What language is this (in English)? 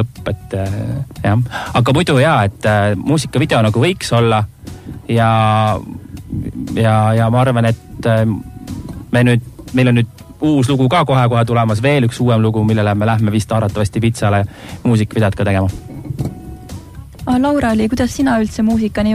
Estonian